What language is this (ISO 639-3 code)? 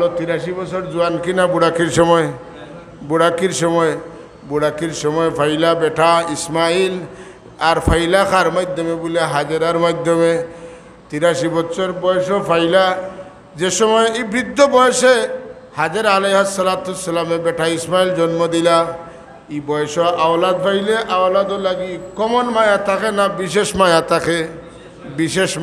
syl